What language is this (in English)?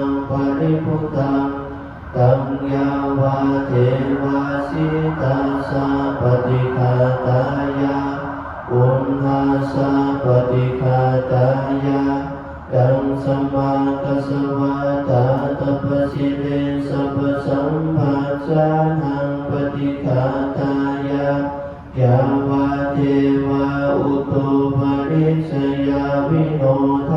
Pali